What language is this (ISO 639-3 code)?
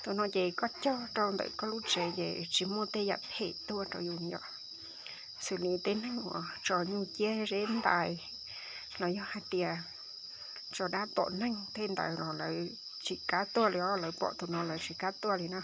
hmn